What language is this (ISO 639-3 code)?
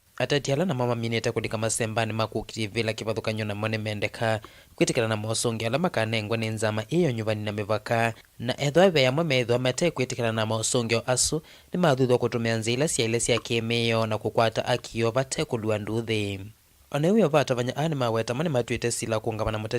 kam